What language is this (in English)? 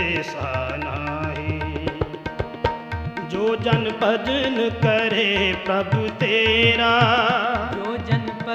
Punjabi